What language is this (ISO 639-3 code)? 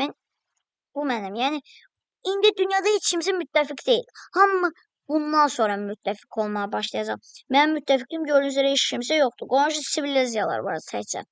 aze